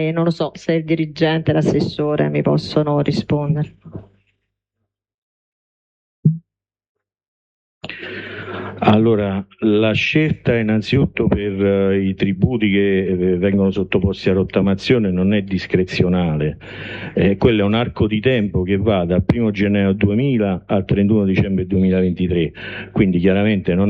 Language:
Italian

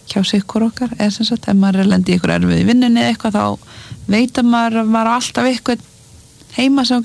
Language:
Icelandic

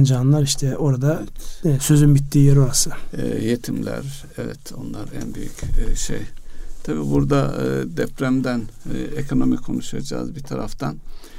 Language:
Turkish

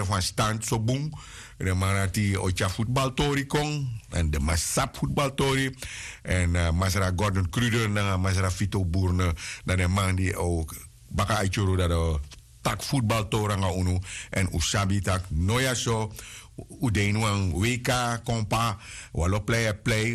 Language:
Sranan Tongo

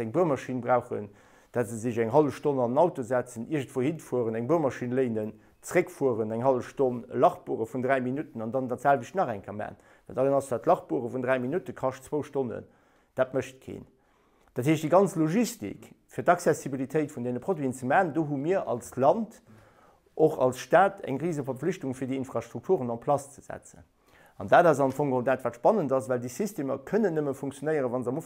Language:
Luxembourgish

